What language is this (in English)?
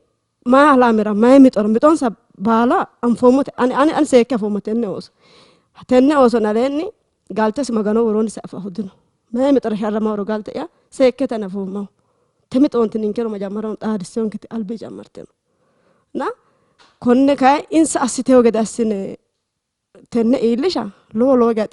Sidamo